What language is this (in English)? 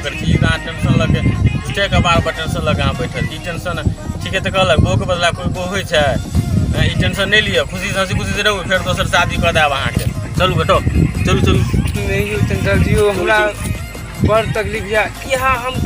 Maithili